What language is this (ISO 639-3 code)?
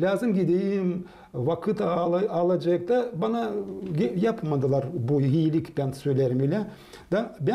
gag